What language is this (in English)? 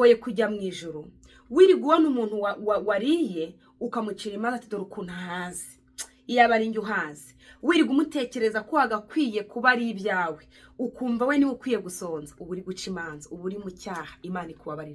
Kinyarwanda